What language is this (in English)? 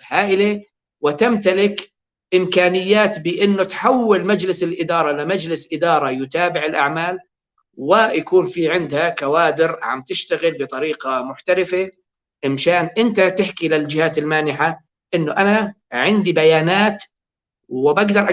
North Levantine Arabic